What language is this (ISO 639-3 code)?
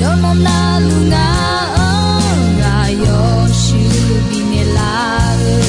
ahk